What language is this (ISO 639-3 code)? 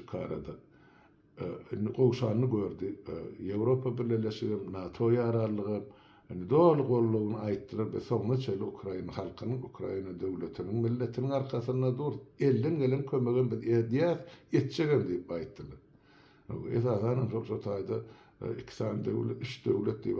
tuk